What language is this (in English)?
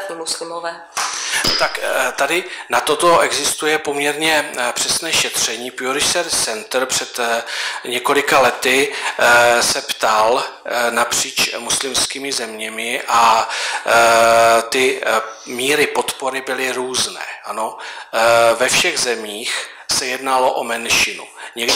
Czech